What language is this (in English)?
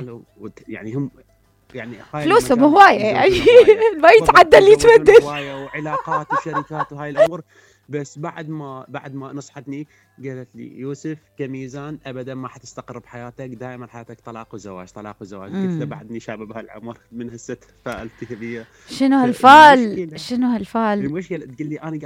Mesopotamian Arabic